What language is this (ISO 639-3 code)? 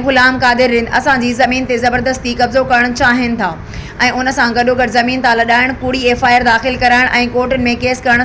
snd